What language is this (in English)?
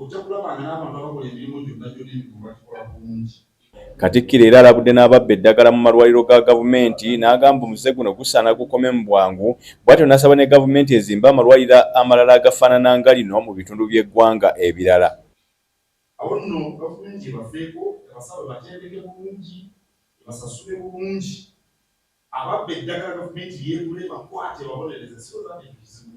Ganda